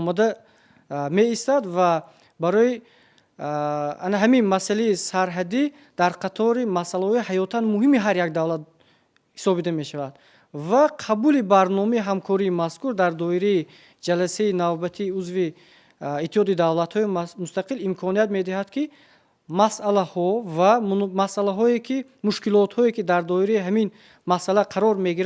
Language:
Tajik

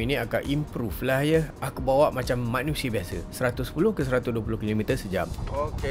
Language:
Malay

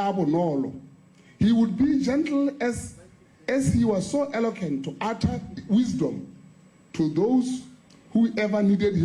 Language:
Tswana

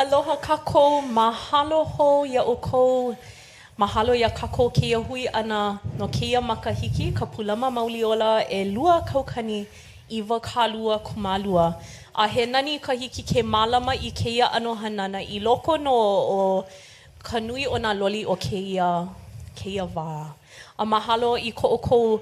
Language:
Hawaiian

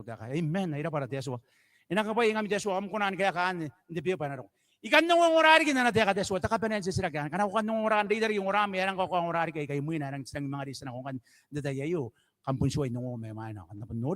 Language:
Gilbertese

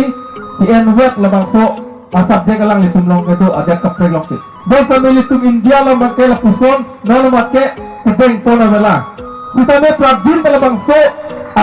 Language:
Karbi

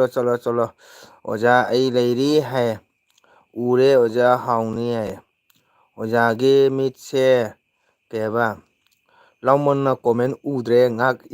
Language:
Manipuri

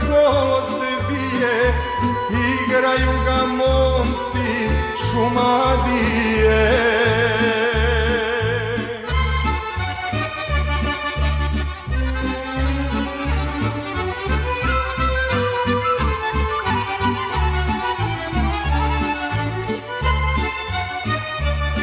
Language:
Serbian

